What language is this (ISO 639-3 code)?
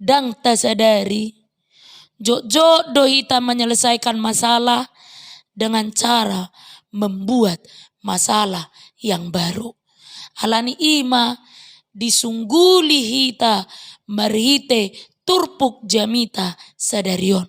bbc